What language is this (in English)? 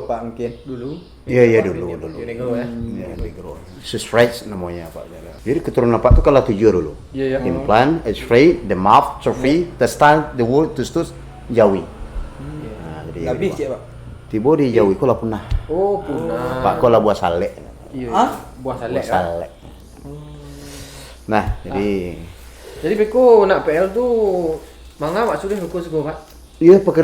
Minangkabau